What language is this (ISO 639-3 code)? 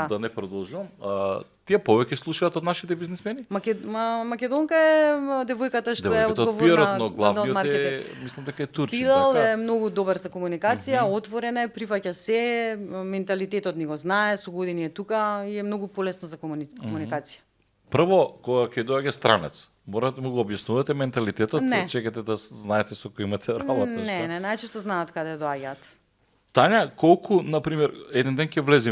mkd